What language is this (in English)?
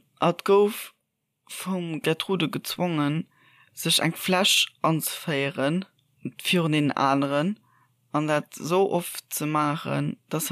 Luxembourgish